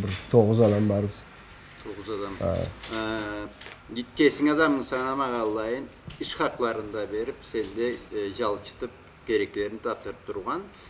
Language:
Karachay-Balkar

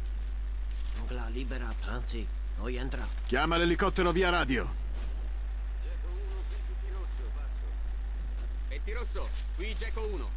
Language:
Italian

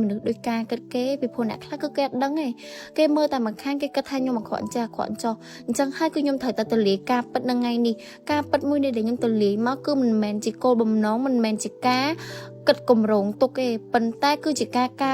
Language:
Khmer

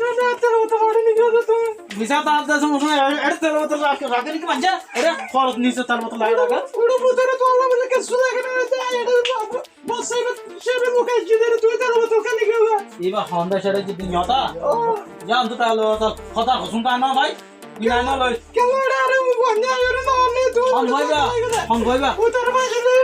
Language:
Rohingya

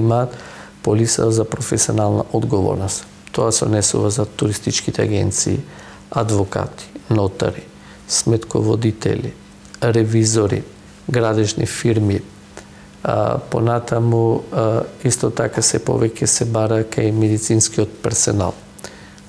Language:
Macedonian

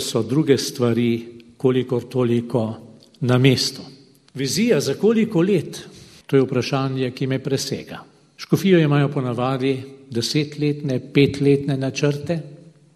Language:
Slovenian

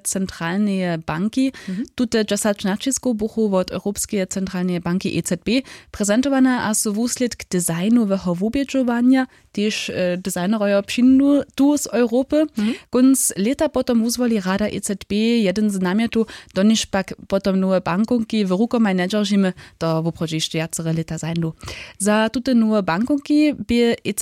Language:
Upper Sorbian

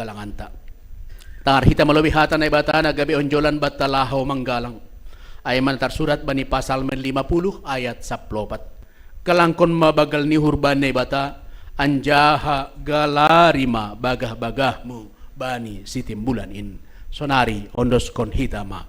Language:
Batak Simalungun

